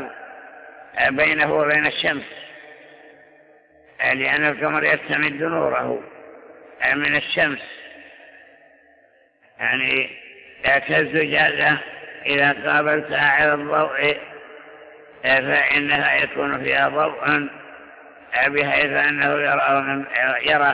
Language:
Arabic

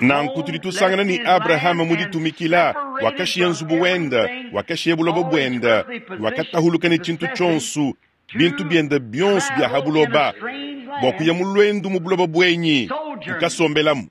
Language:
Luba-Lulua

